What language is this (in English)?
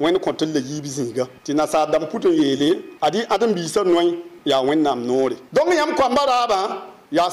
Mossi